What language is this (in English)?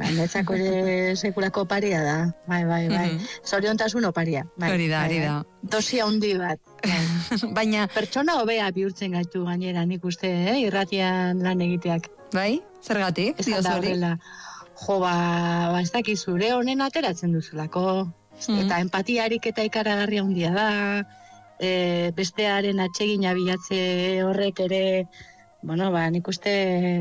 Basque